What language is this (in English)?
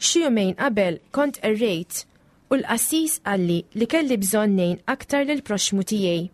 Maltese